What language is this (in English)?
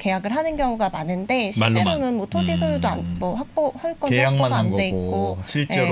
Korean